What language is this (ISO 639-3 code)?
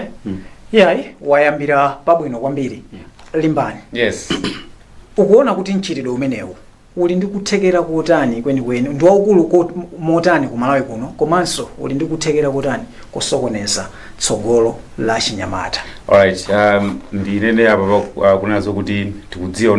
nya